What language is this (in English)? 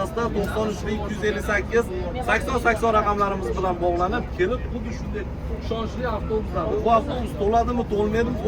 Uzbek